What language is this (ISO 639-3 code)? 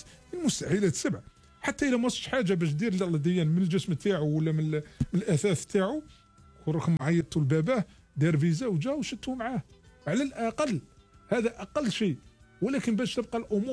arq